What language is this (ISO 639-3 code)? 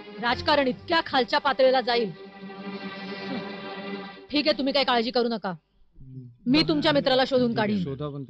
mar